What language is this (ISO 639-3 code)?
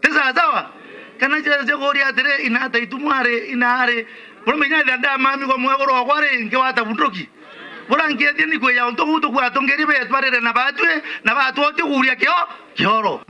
mer